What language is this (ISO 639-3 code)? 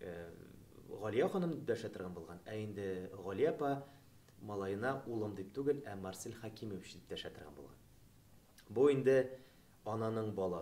tat